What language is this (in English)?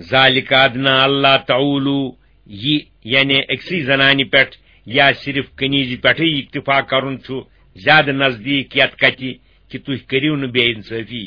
Kashmiri